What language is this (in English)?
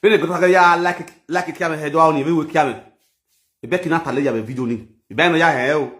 Nigerian Pidgin